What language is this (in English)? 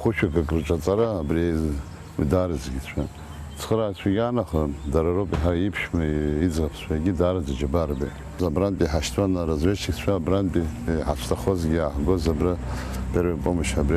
Abkhazian